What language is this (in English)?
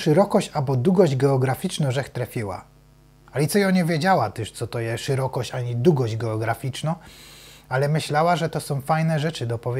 Silesian